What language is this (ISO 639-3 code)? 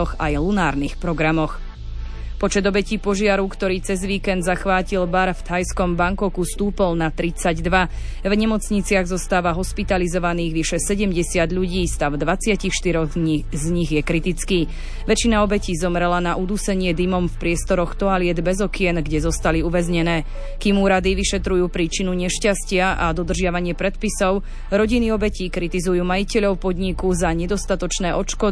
slk